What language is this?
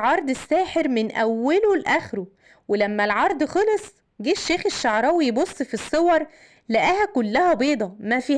Egyptian Arabic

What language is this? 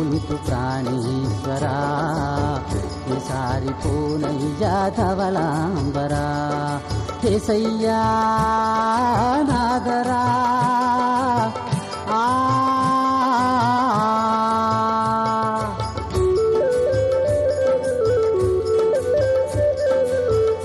Telugu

